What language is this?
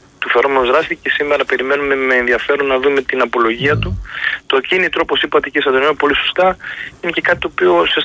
Greek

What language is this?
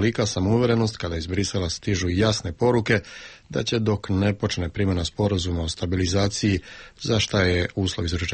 Serbian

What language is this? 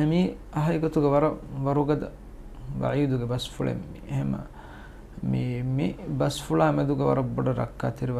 Divehi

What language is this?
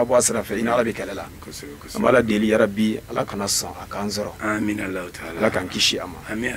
Bambara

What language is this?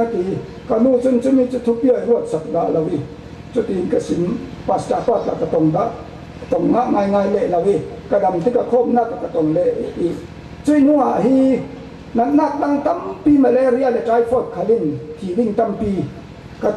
Falam Chin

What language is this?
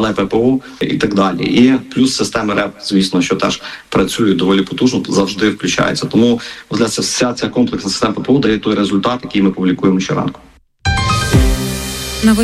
Ukrainian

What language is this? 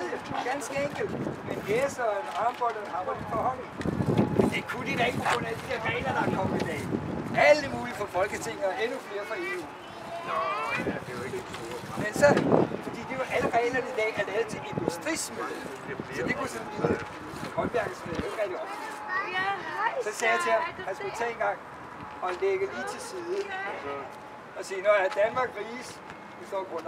Danish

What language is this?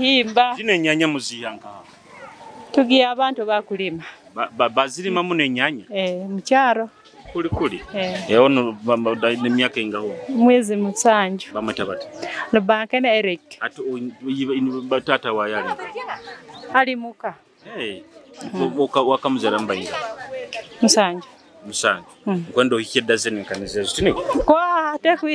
Nyoro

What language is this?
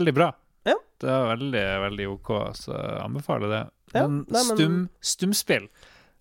Norwegian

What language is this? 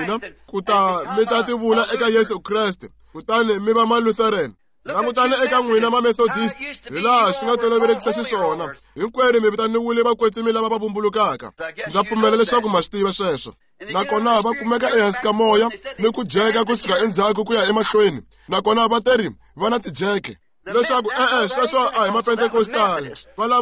Tsonga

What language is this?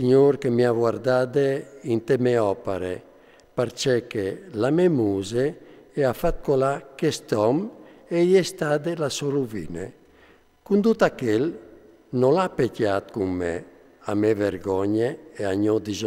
Friulian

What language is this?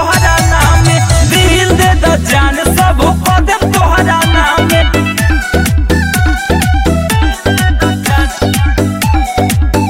Bhojpuri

